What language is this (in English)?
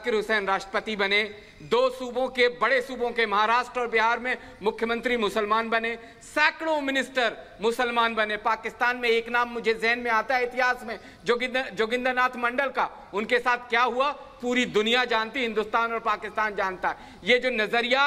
Hindi